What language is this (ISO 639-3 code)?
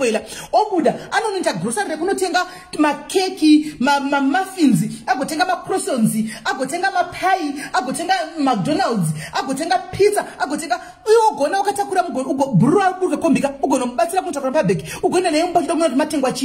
sna